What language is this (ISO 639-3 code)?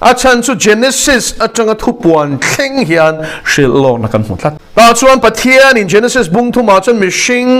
lus